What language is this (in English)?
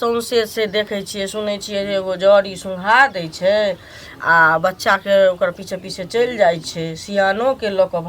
Maithili